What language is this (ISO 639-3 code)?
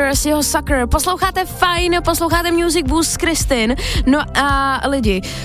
ces